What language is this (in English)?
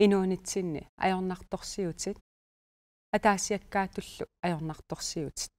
Kalaallisut